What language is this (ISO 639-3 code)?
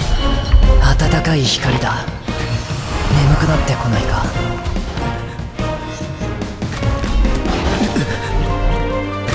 jpn